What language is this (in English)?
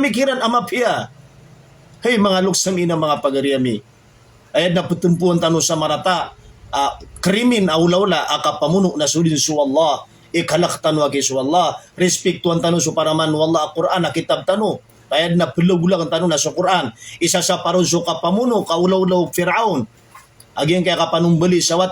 Maranao